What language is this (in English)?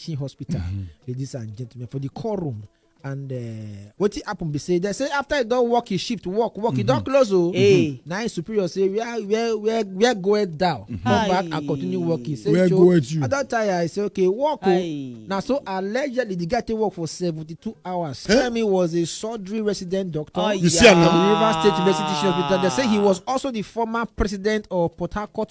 Nigerian Pidgin